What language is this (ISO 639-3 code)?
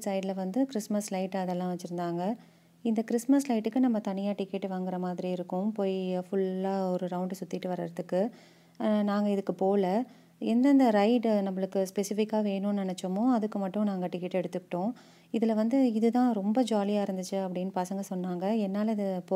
tam